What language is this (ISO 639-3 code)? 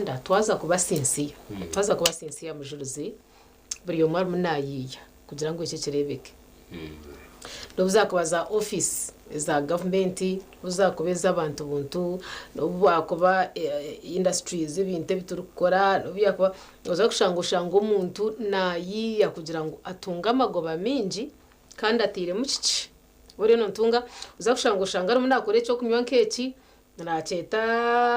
nyn